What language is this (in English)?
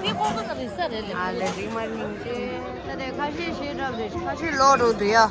Tibetan